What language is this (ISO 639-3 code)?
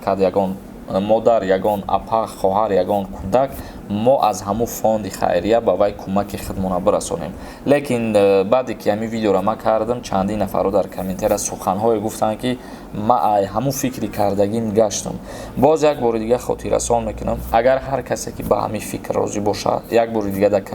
tgk